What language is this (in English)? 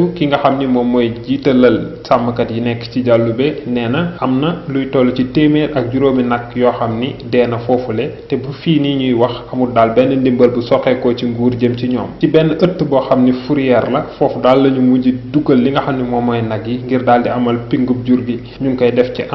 Wolof